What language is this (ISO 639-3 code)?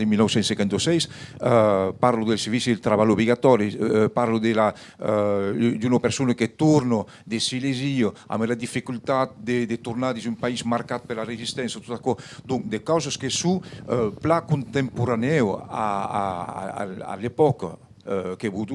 oci